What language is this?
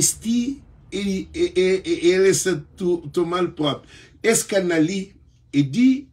Kabuverdianu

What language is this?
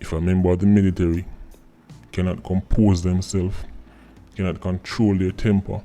Jamaican Creole English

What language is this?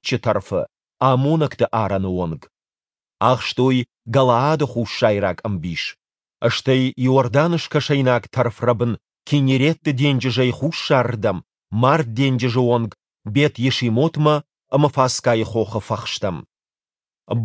Ossetic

